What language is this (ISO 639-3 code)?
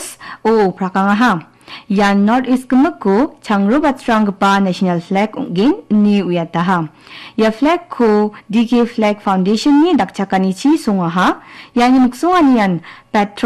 grt